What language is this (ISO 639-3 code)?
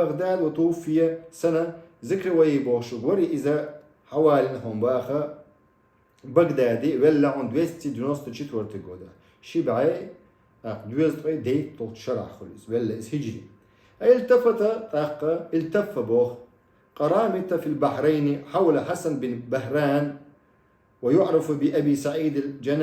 che